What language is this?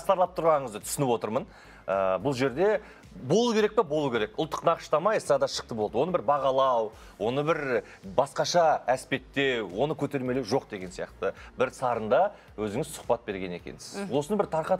Kazakh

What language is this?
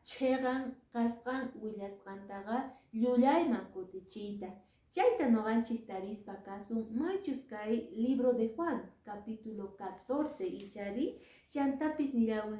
Quechua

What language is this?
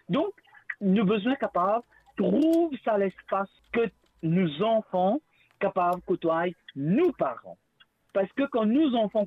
Morisyen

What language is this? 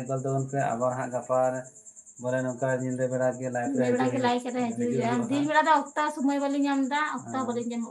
Santali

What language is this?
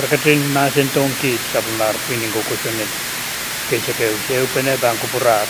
Pohnpeian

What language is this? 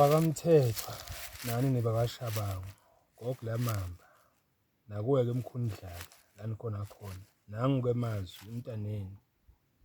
Zulu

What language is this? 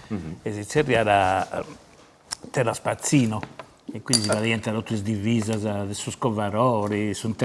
Sardinian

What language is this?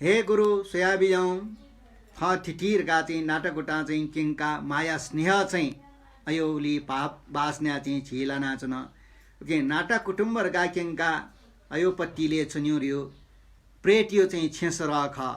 Newari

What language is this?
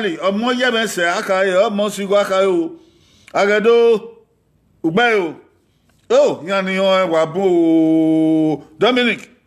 Bini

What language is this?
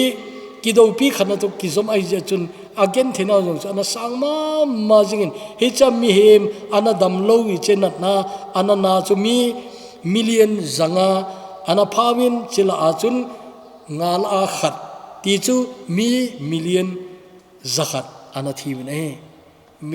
Thado Chin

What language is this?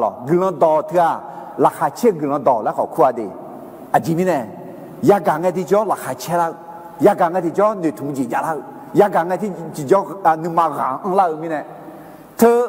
Akha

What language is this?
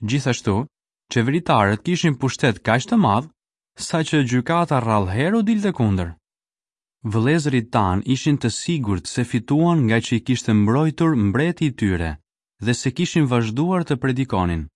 Albanian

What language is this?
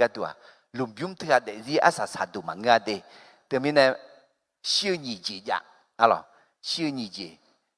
Akha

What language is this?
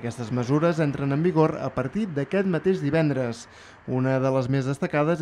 Catalan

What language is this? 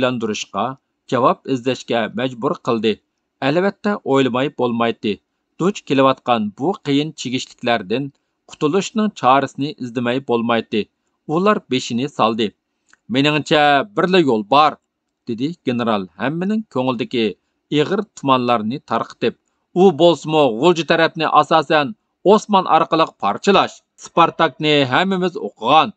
Uyghur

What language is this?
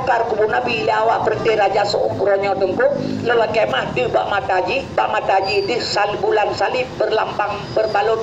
Achinese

